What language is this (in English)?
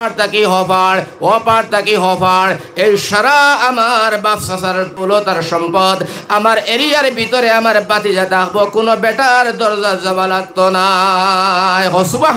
Sylheti